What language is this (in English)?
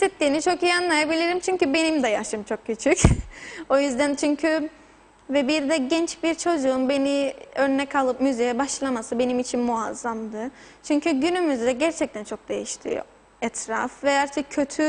Turkish